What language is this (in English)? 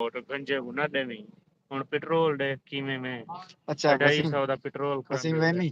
Saraiki